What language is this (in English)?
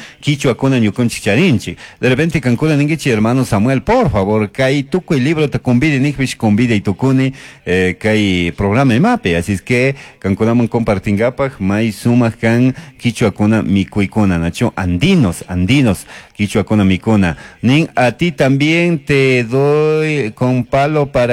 Chimborazo Highland Quichua